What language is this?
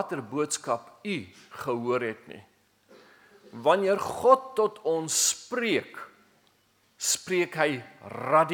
Afrikaans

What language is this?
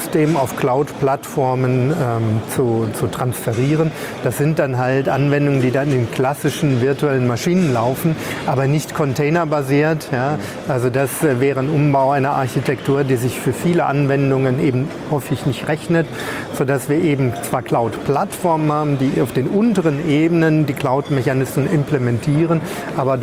German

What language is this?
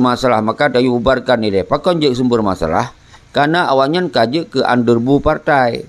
Achinese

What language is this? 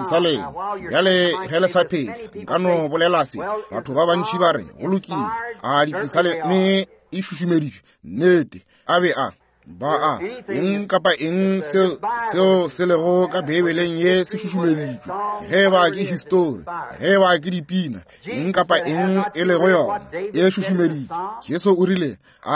Northern Sotho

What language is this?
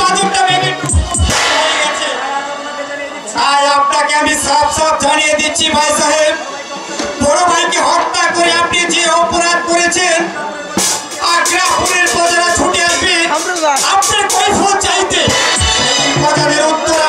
Bangla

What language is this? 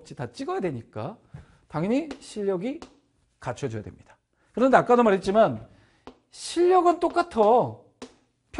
Korean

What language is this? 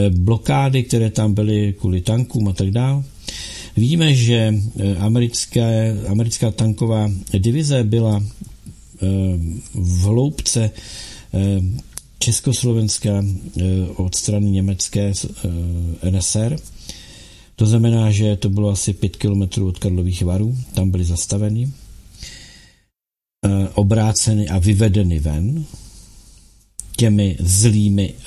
Czech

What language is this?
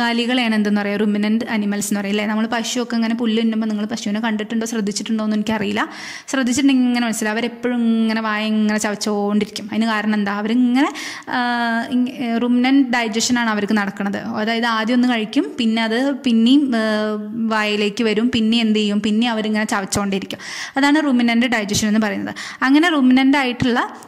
Malayalam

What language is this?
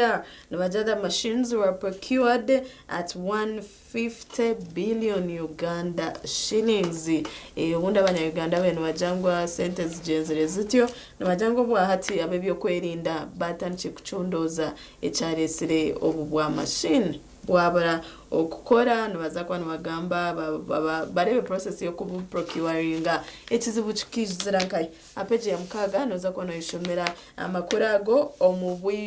Nyankole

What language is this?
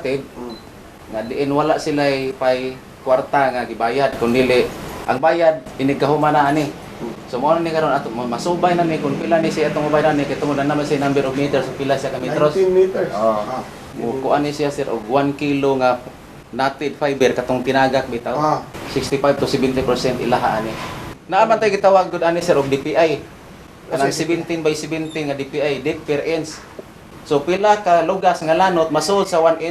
Cebuano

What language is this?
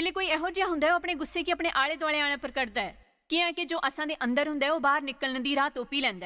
Dogri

